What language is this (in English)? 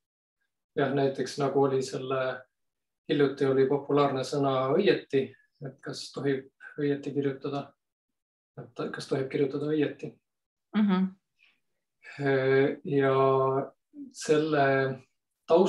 Estonian